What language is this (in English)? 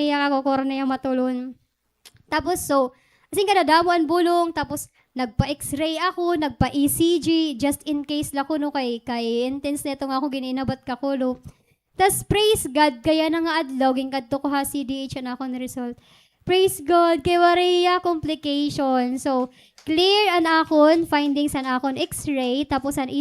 Waray